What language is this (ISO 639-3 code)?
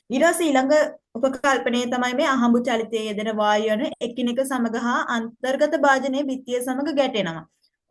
sin